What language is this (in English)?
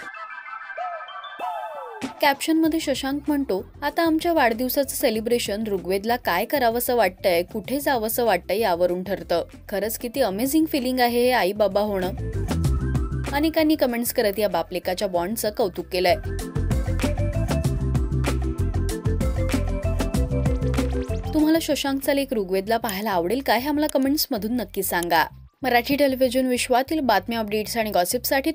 Marathi